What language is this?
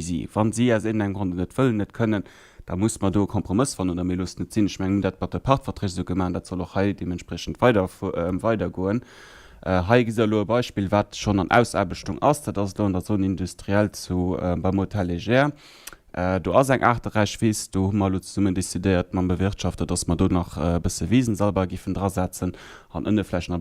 Luxembourgish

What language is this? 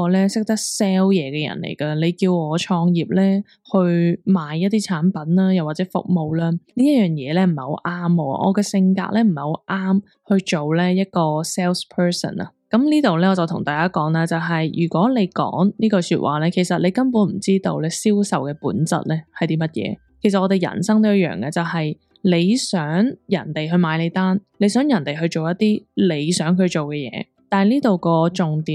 Cantonese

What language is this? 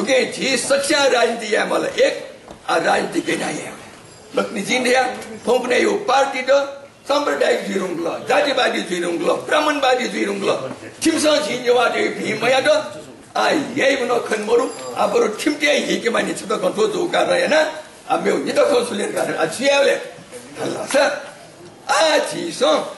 Newari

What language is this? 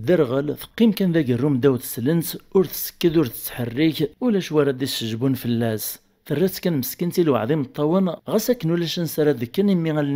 Kabyle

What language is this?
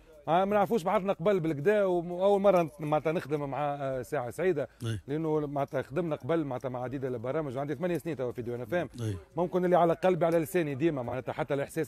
Tunisian Arabic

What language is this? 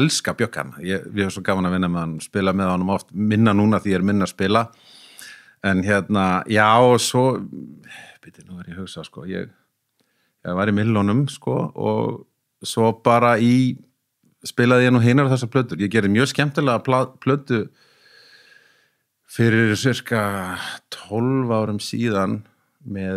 Icelandic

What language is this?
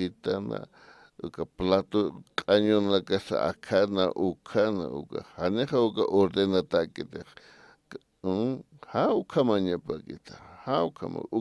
Aymara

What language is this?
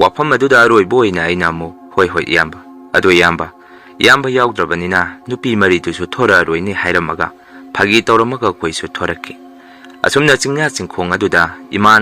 Manipuri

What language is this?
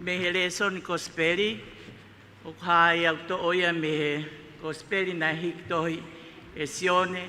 Tongan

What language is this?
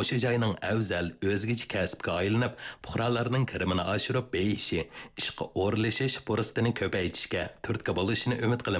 Uyghur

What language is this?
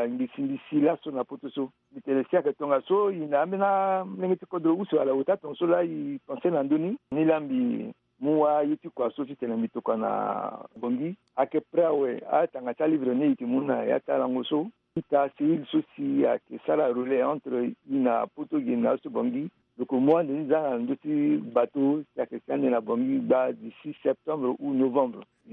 Sango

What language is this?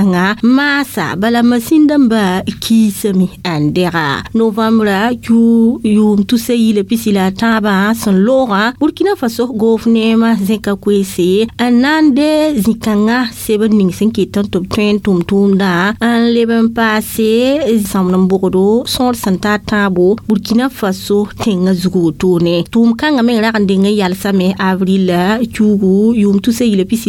Mossi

